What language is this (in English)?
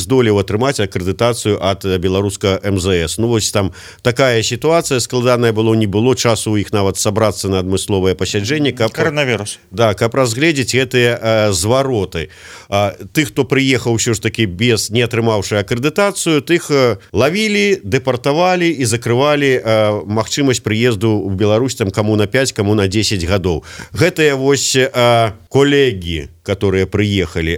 Belarusian